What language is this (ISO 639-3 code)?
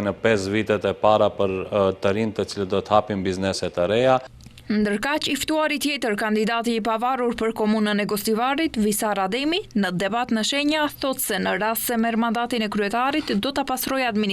sqi